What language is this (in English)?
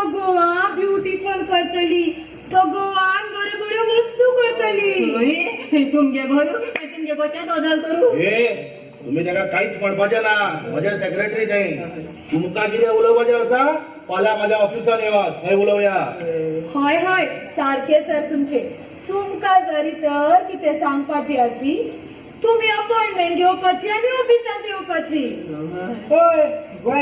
Konkani